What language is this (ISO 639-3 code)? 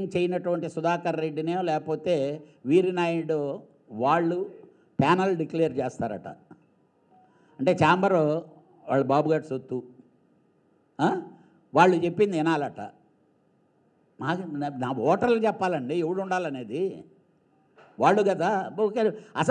tel